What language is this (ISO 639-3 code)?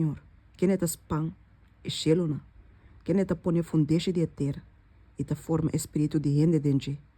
pap